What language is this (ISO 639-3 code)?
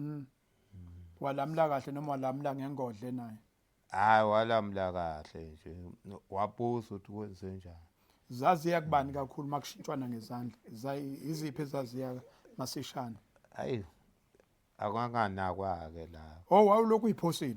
zul